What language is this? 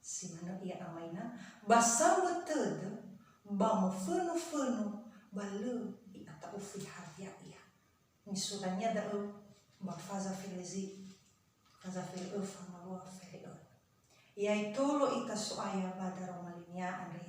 Nias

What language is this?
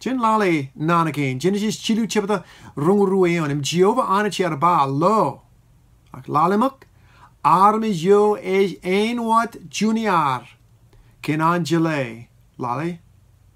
Marshallese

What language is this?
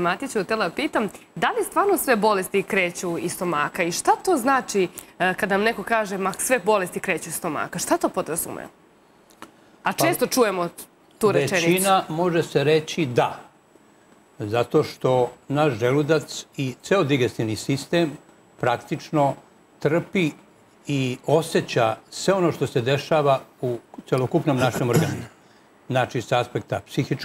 Serbian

